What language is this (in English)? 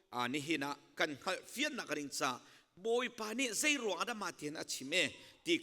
Hakha Chin